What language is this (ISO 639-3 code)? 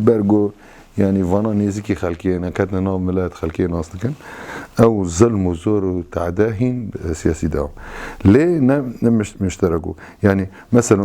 kur